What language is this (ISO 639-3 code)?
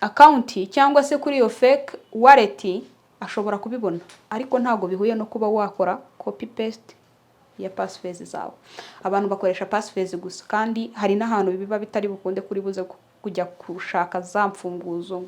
kin